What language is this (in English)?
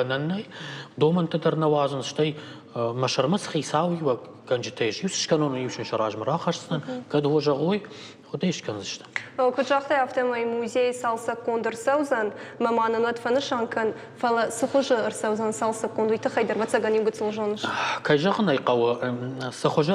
Ossetic